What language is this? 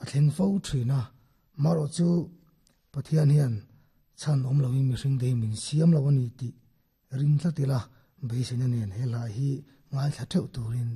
Mizo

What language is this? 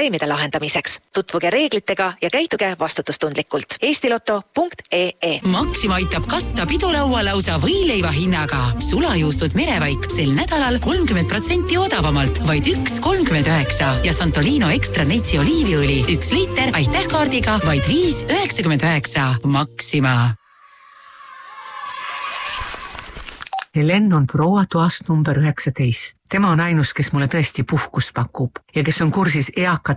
Estonian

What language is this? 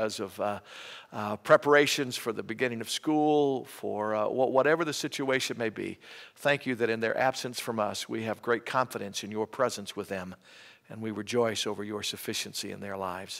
English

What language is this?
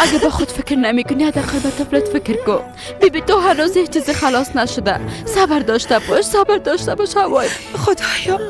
Persian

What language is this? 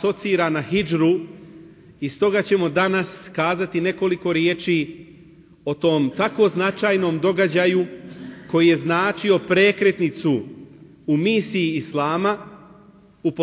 Bosnian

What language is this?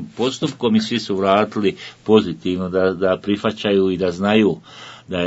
Bosnian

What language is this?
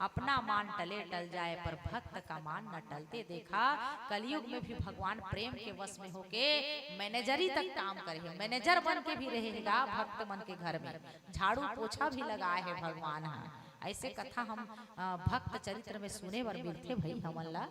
Chhattisgarhi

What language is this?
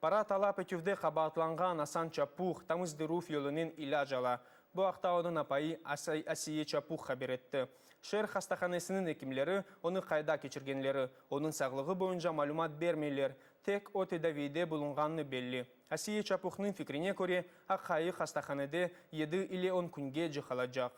Crimean Tatar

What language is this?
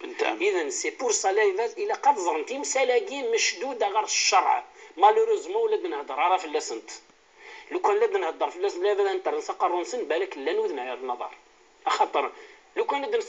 Kabyle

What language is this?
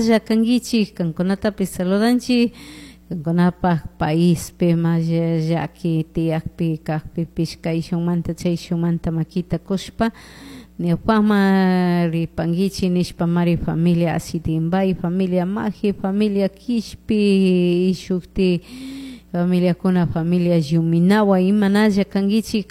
Chimborazo Highland Quichua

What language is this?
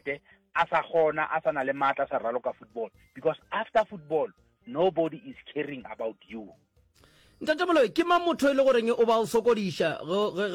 Northern Sotho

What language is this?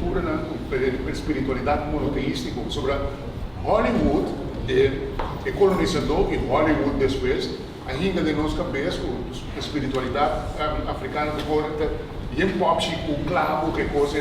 Papiamento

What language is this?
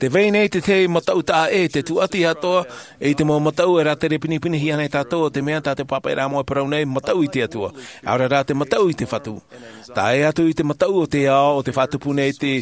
Tahitian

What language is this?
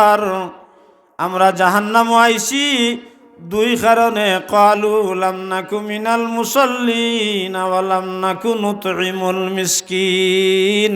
Sylheti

